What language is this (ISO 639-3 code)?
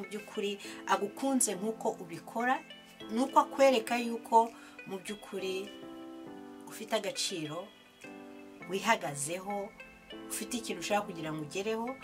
kin